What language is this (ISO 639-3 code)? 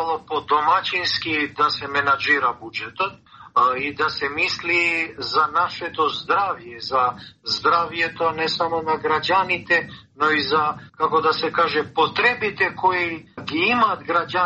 mkd